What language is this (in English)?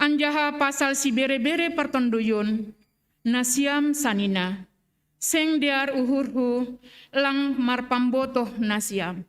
Batak Simalungun